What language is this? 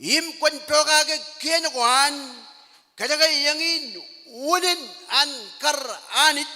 Marshallese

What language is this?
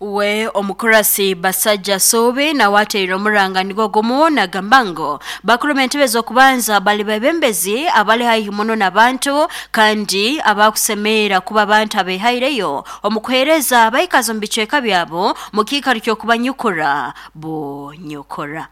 Nyoro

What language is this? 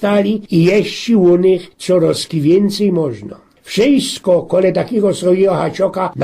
Silesian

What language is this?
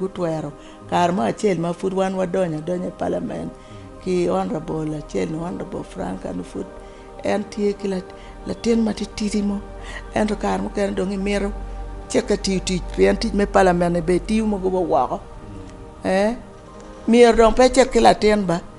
Acoli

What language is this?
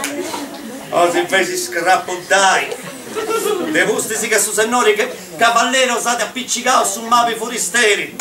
Sardinian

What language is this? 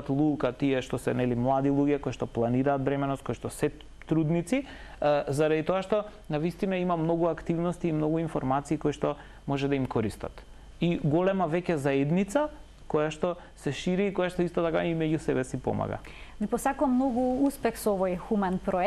Macedonian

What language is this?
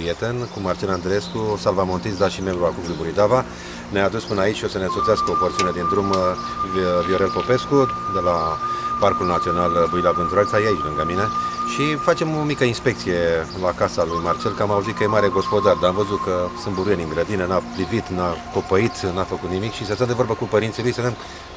Romanian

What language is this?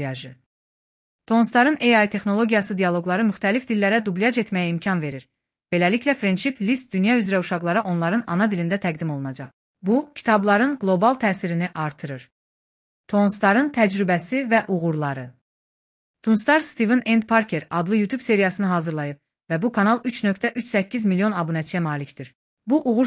Azerbaijani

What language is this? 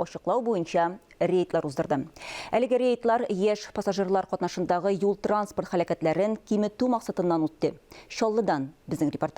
Tatar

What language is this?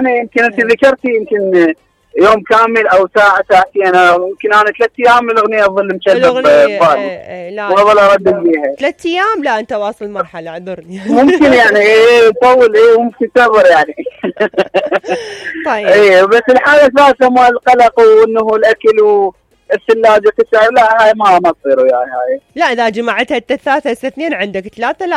Mesopotamian Arabic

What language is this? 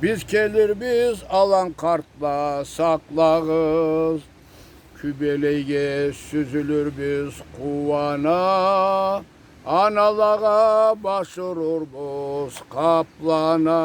Karachay-Balkar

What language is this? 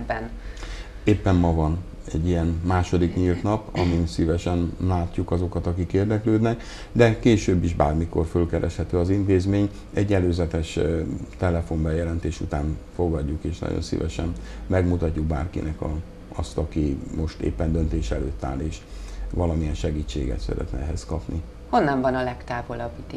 Hungarian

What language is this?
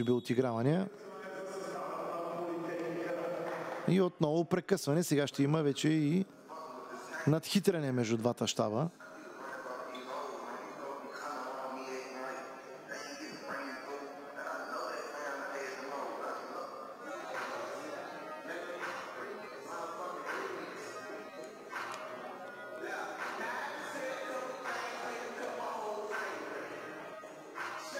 Bulgarian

